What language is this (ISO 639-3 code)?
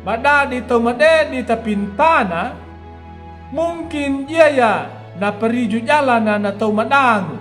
akg